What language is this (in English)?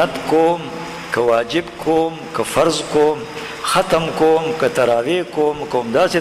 Pashto